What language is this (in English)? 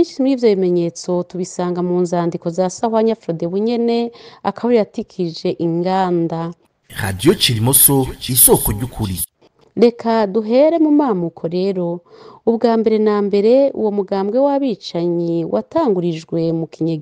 Rundi